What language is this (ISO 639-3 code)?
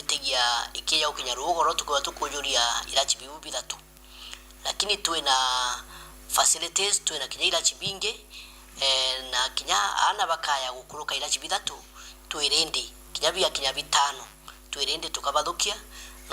mer